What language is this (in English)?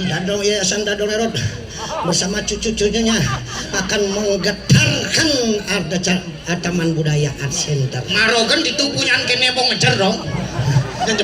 Balinese